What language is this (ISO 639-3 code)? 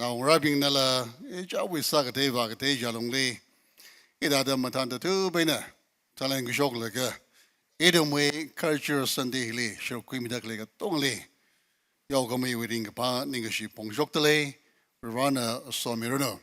nmf